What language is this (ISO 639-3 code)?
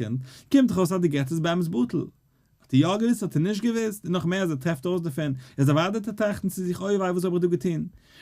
yid